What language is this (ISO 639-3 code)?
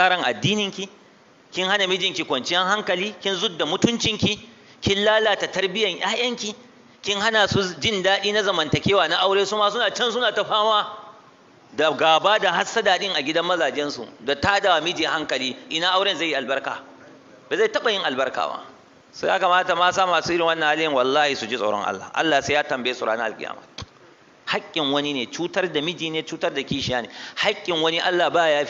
hau